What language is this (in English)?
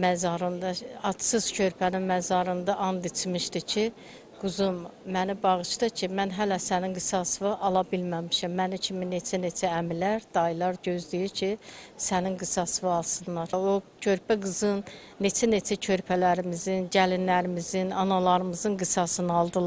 Azerbaijani